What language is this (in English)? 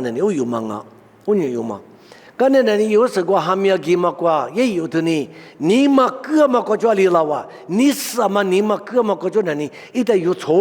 Lisu